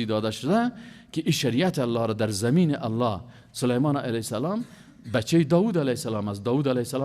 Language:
Persian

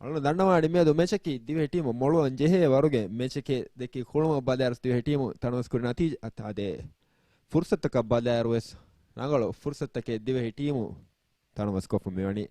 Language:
Divehi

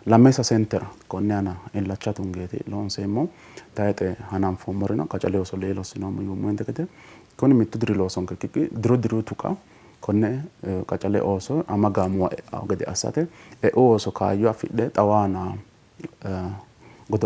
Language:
Sidamo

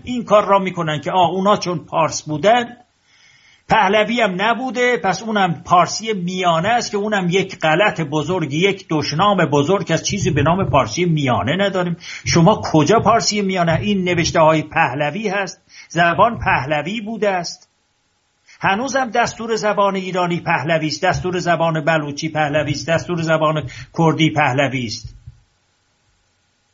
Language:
Persian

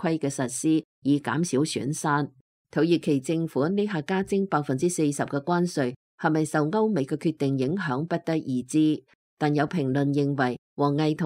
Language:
Cantonese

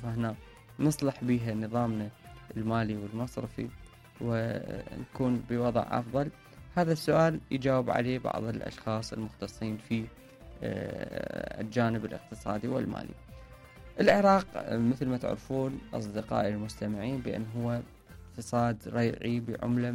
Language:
Mesopotamian Arabic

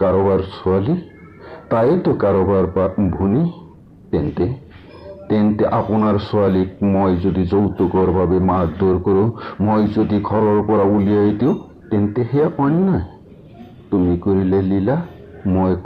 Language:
Assamese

